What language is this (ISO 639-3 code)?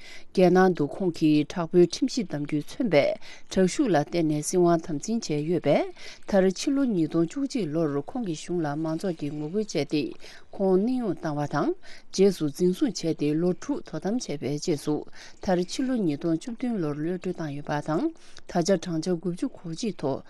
bod